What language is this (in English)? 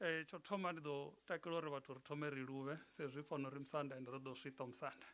Venda